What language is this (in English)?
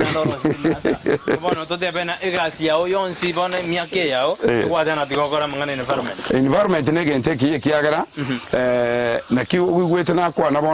Gusii